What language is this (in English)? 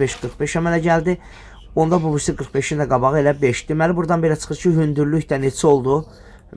Azerbaijani